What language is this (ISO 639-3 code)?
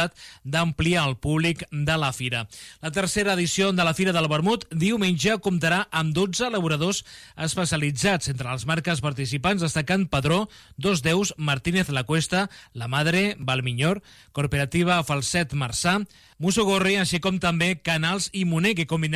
cat